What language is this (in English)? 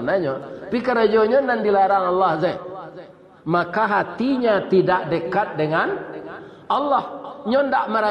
Minangkabau